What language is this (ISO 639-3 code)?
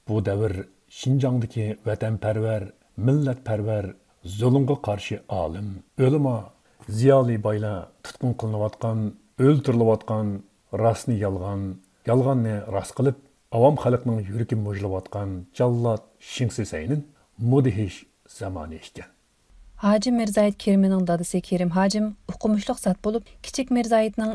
uig